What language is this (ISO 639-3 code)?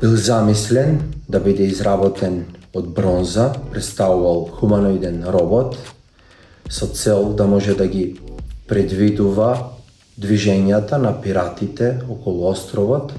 mkd